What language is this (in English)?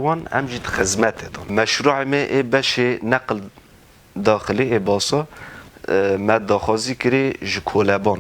Kurdish